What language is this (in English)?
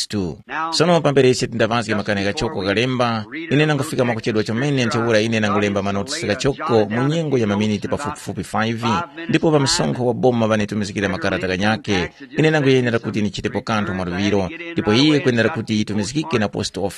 Tumbuka